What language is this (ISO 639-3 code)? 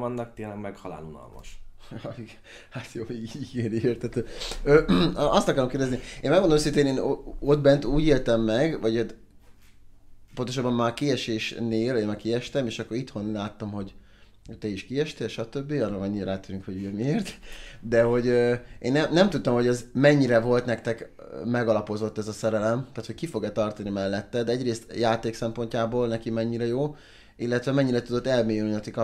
hun